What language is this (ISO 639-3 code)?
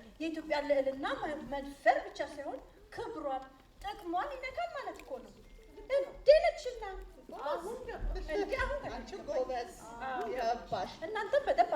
amh